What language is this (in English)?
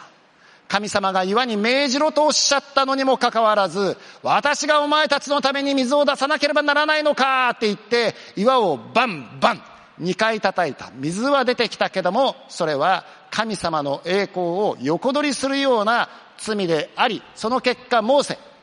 Japanese